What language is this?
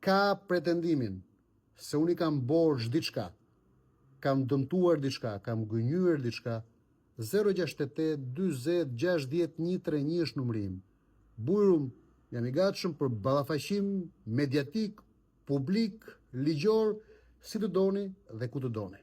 Albanian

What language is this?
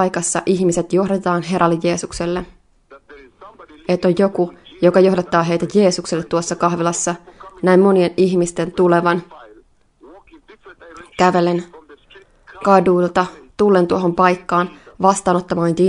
Finnish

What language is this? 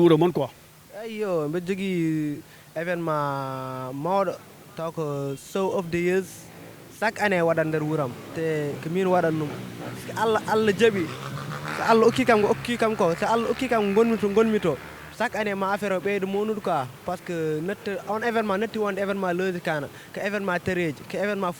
Fula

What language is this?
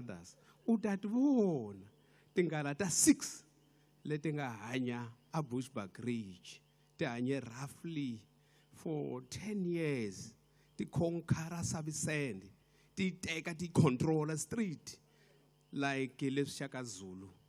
Tsonga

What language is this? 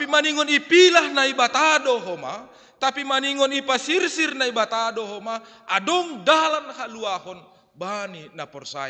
Batak Simalungun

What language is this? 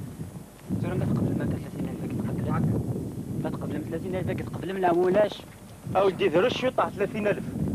Kabyle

